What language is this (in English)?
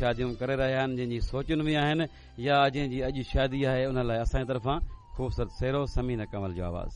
Sindhi